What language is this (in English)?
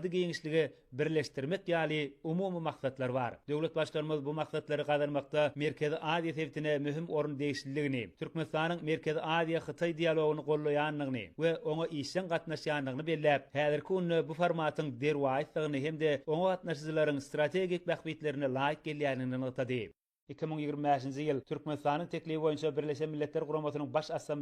Turkmen